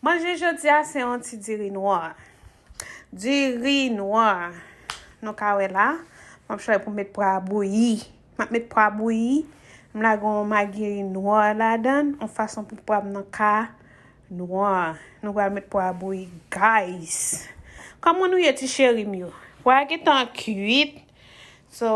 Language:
Haitian Creole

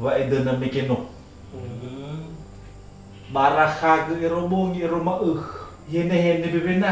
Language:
Nias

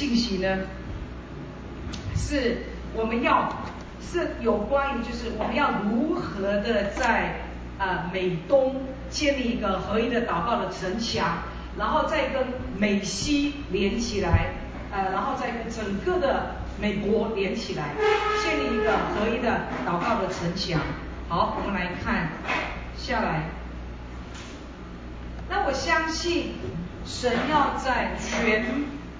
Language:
Chinese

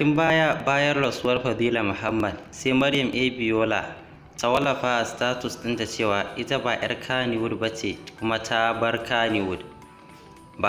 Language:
Hausa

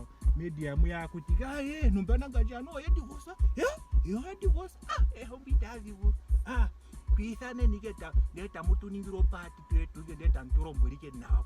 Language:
Ndonga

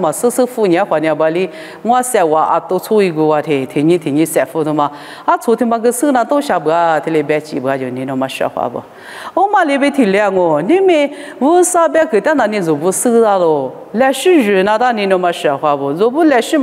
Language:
Lisu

